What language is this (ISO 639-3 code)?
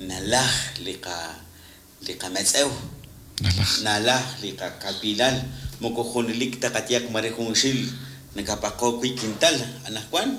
kek